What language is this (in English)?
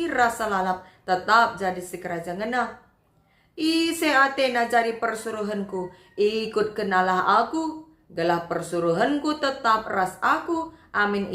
Batak Karo